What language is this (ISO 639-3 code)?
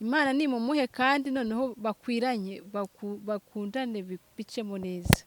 kin